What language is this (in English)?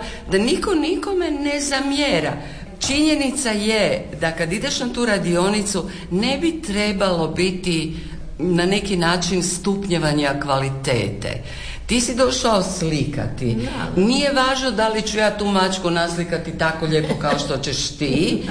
Croatian